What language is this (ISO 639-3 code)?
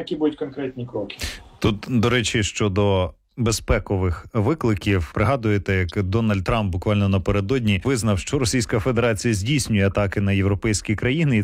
ukr